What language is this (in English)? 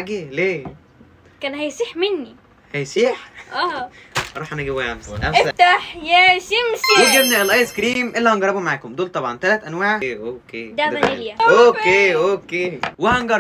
Egyptian Arabic